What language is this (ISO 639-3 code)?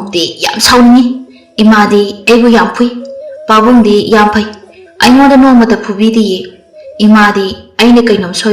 mni